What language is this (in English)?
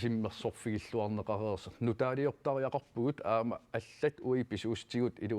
Kalaallisut